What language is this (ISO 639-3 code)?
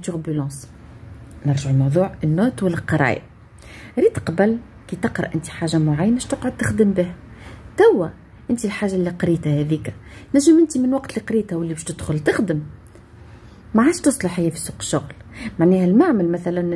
aeb